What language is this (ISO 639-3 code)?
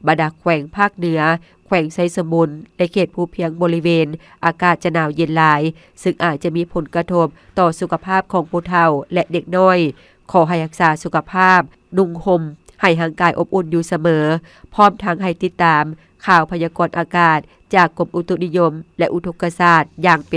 lao